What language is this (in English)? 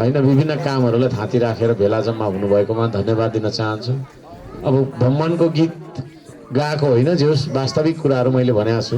Nepali